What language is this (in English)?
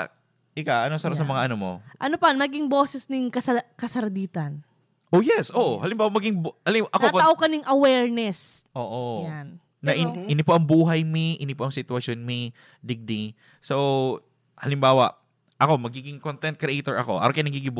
Bikol